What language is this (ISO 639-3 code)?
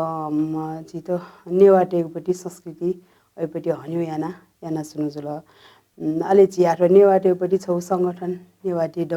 new